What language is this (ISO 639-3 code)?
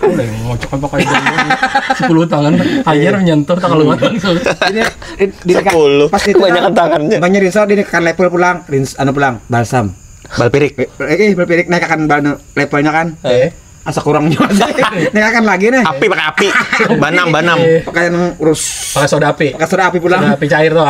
bjn